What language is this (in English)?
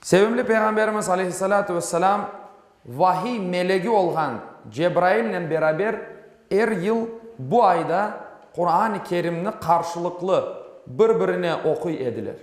Crimean Tatar